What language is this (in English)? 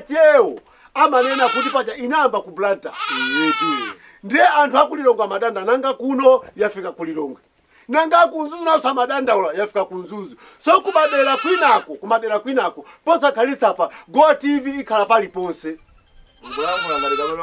Nyanja